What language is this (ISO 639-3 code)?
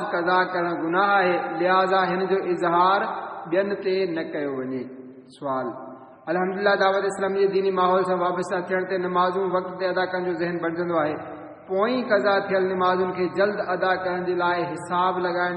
snd